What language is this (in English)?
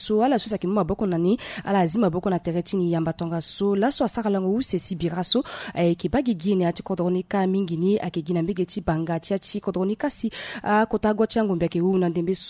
Sango